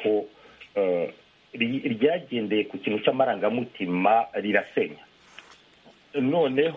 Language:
Kinyarwanda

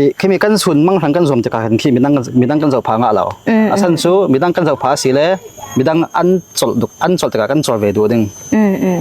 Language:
Falam Chin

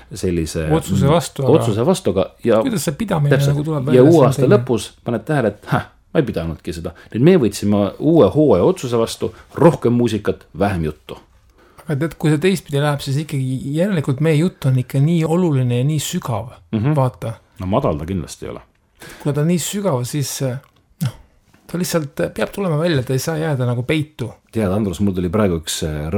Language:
Estonian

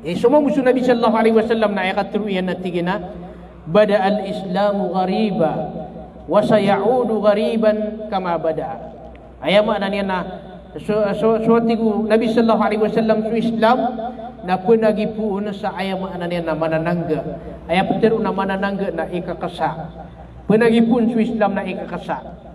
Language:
Maranao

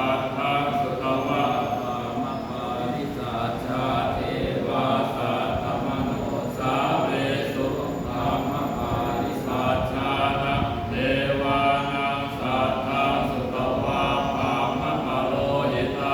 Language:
Pali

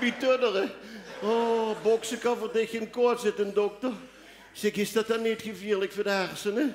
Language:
Limburgish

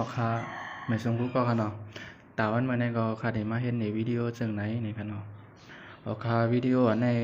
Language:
Shan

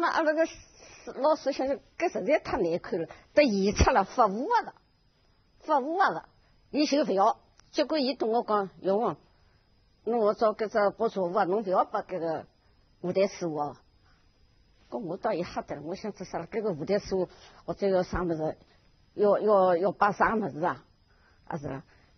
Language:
Wu Chinese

